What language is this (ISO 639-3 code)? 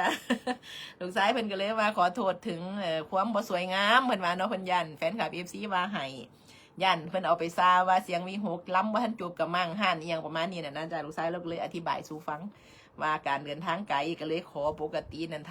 tts